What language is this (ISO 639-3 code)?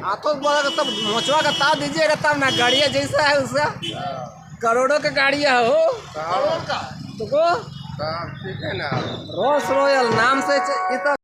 sck